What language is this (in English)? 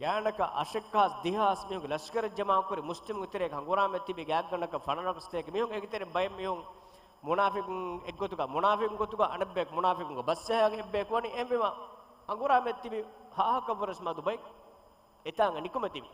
Divehi